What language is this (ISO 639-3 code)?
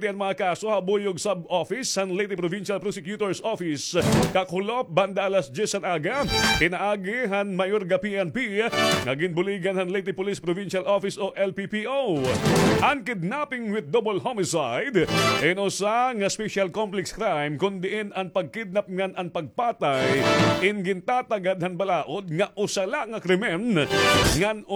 war